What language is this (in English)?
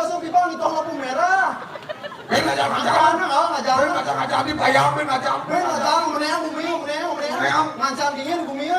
Balinese